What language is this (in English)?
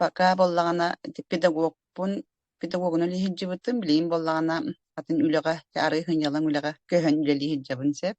Yakut